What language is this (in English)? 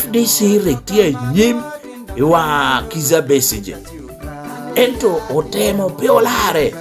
Lango (Uganda)